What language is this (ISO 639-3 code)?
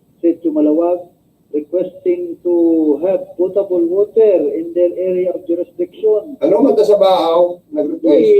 bik